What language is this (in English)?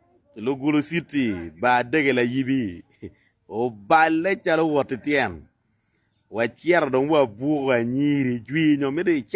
Acoli